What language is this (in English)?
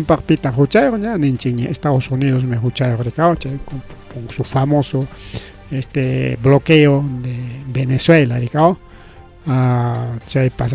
Ayacucho Quechua